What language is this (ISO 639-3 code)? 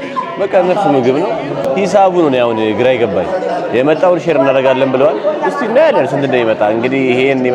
amh